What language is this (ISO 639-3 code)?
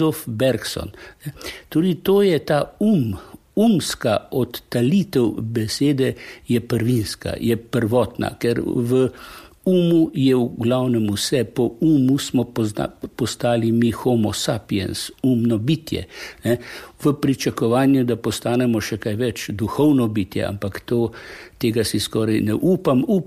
slv